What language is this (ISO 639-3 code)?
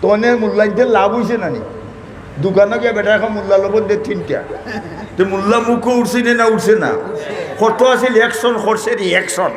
syl